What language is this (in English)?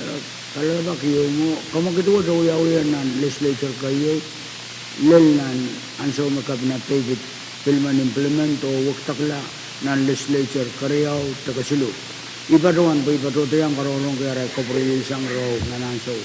Pohnpeian